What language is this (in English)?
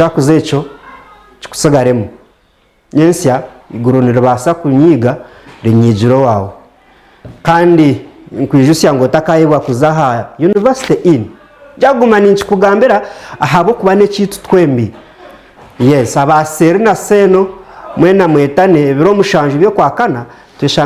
Nyankole